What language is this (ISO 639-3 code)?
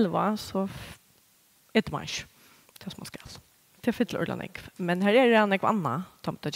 fao